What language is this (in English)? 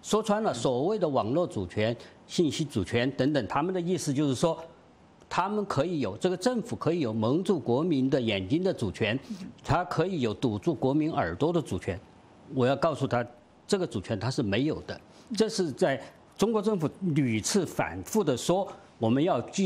Chinese